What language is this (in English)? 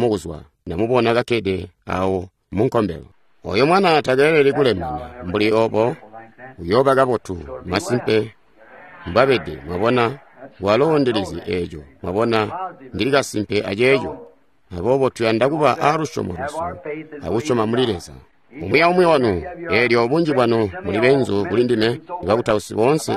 Tonga (Zambia)